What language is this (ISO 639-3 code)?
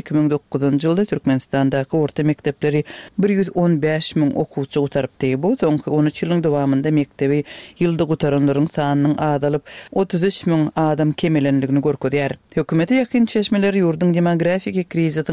tuk